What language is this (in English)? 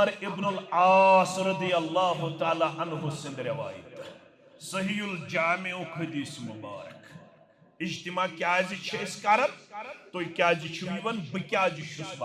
Kashmiri